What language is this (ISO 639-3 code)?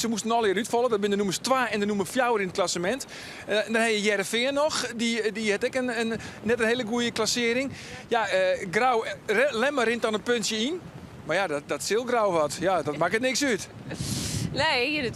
fry